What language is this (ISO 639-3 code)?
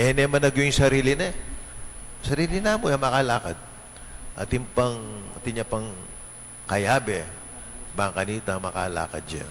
pam